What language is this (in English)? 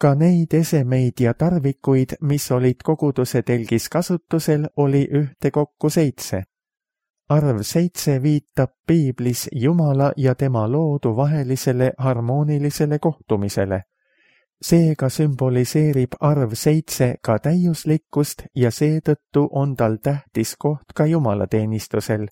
Estonian